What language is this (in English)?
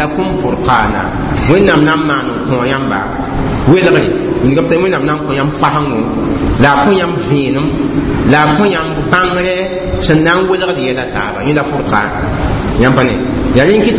Mossi